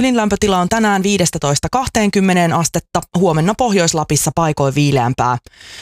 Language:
Finnish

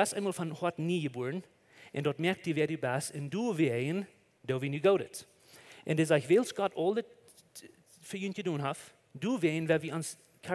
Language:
Plautdietsch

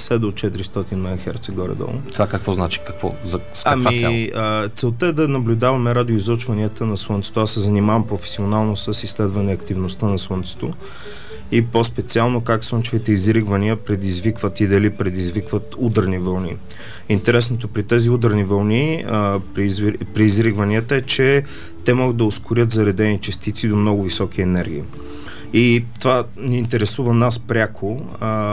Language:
Bulgarian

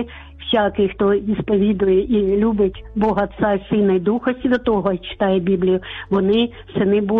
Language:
Ukrainian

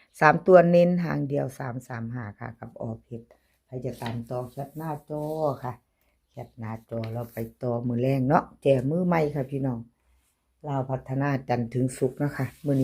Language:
Northeastern Thai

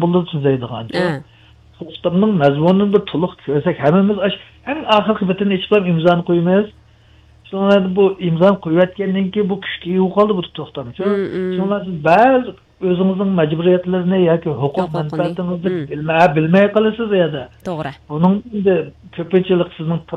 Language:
Uyghur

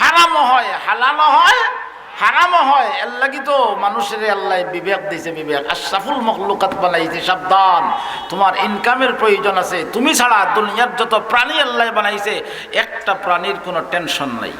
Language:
Sylheti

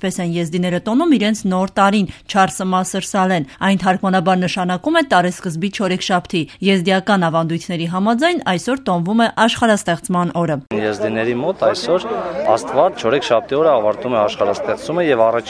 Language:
Armenian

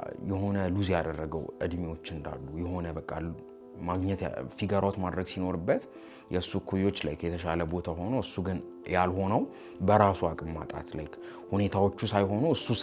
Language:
Amharic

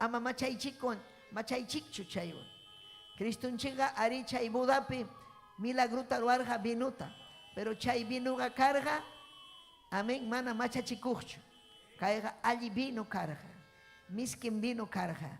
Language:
Ayacucho Quechua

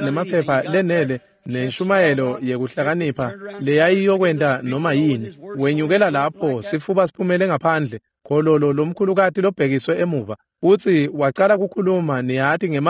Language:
Swati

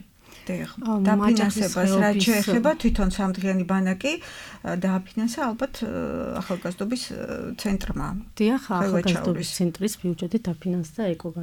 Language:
Georgian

